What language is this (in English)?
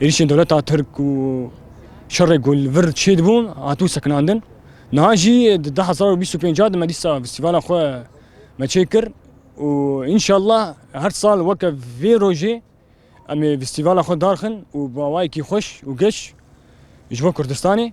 Kurdish